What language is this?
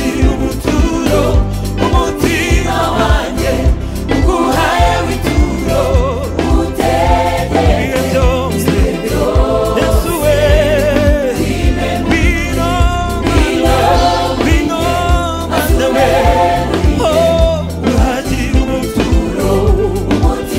Kinyarwanda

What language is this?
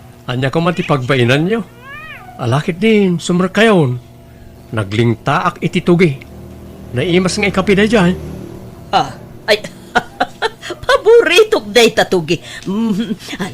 Iloko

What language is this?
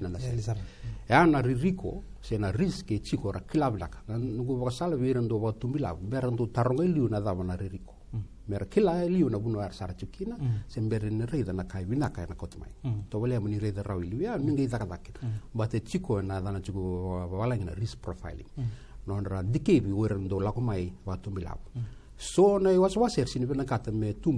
Fijian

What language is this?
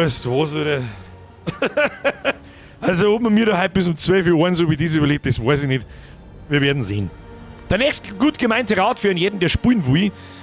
Bavarian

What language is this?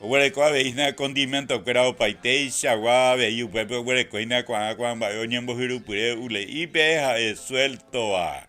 Guarani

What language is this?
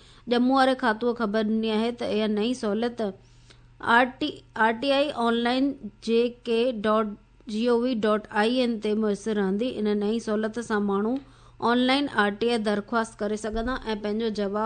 Sindhi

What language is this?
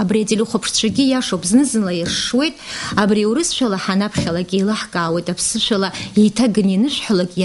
Abkhazian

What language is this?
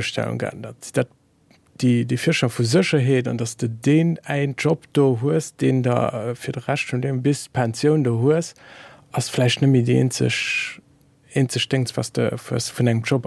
Luxembourgish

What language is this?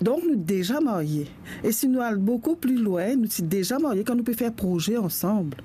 Morisyen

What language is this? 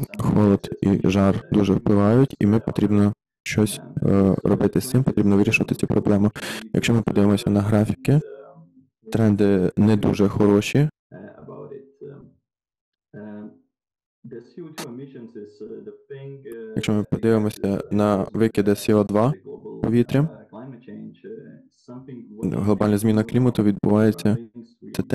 Ukrainian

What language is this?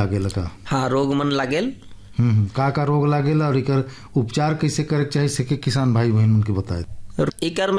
Bhojpuri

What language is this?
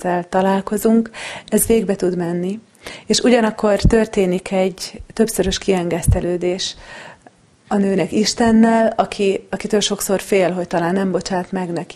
Hungarian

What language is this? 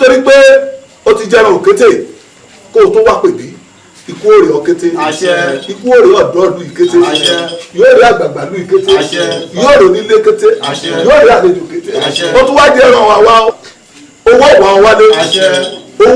Yoruba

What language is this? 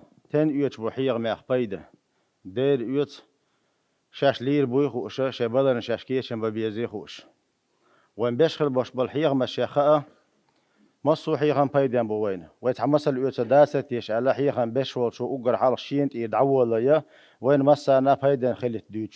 Chechen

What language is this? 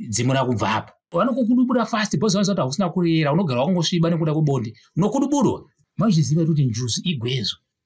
Shona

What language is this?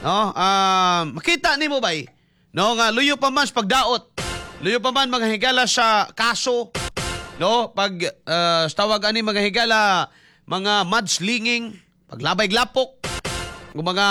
Cebuano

